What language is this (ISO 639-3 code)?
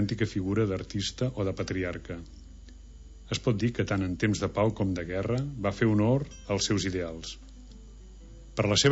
cat